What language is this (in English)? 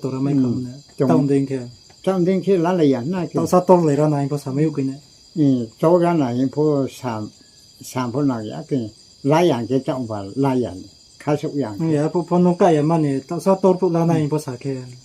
Riang (India)